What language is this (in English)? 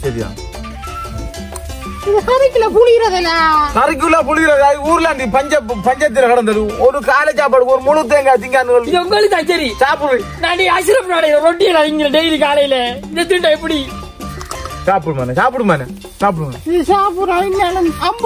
Tamil